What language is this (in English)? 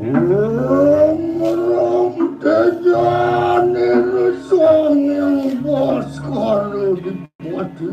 Balinese